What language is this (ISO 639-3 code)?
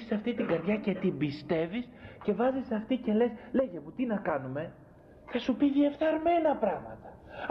ell